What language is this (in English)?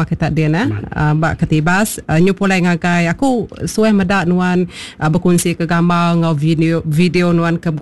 Iban